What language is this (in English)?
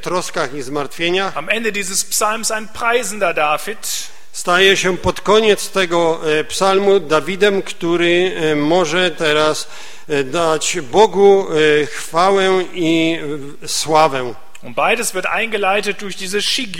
Polish